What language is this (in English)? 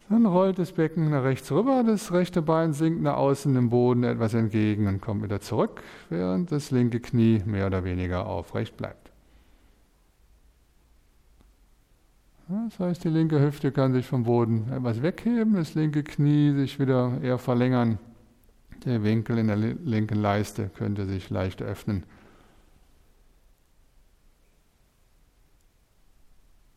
German